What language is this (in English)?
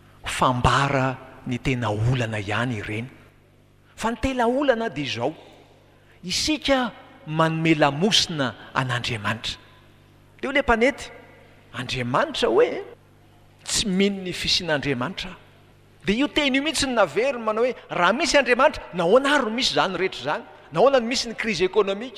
Malagasy